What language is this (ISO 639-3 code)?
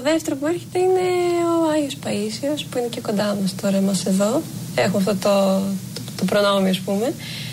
ell